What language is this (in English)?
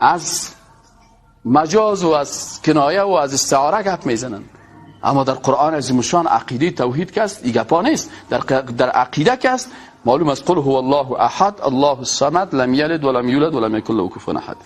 Persian